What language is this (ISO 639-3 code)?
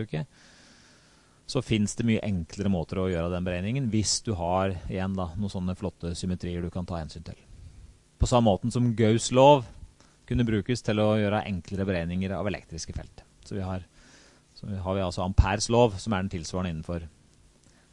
nor